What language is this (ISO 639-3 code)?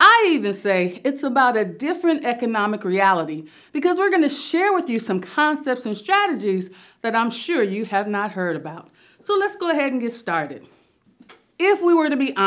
eng